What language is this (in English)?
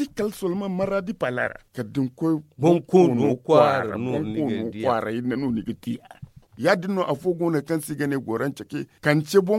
Zarma